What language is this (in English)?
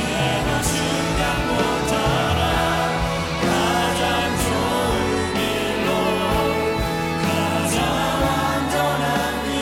Korean